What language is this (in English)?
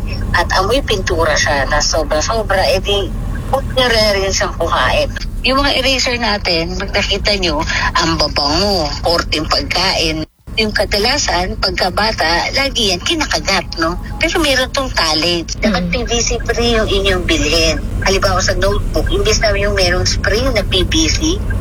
Filipino